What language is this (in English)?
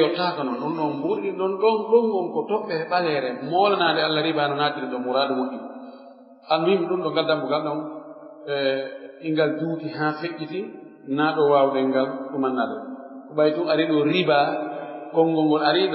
Pular